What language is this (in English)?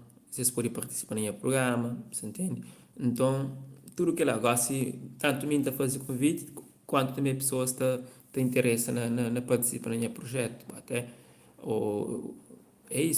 Kabuverdianu